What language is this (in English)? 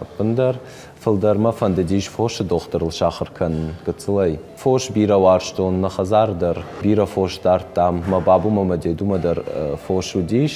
Ossetic